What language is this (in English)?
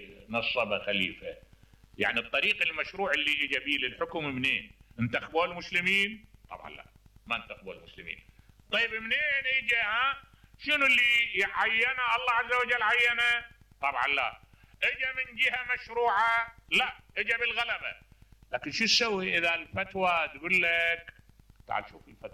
Mesopotamian Arabic